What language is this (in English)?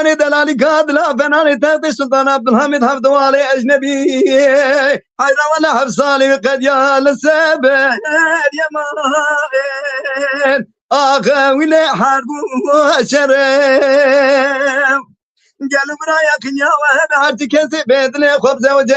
Kurdish